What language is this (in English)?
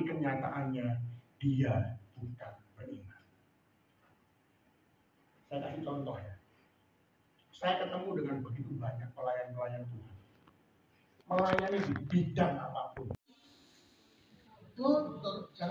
Indonesian